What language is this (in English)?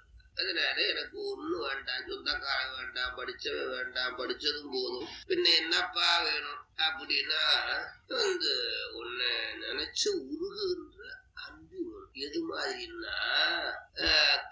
Tamil